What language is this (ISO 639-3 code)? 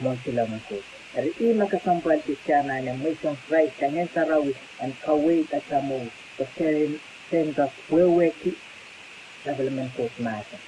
pon